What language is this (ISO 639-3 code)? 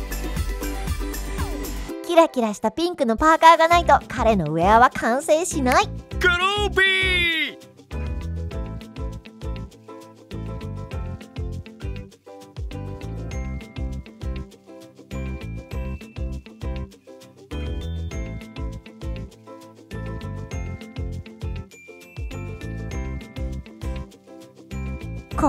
jpn